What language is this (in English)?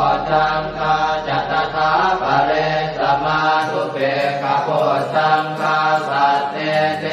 Pali